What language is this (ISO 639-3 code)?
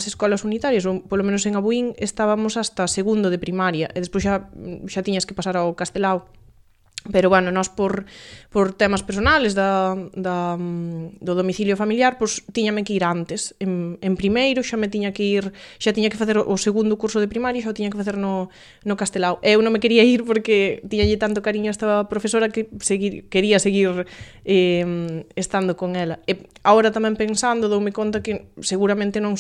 glg